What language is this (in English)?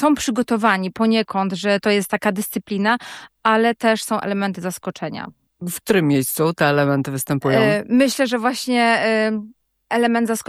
Polish